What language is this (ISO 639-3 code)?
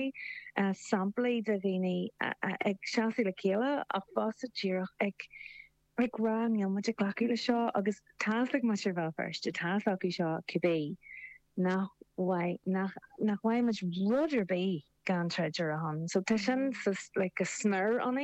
gle